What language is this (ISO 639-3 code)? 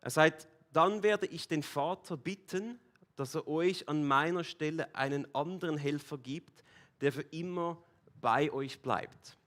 gsw